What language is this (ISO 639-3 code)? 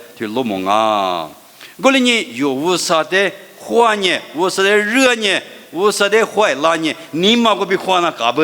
lis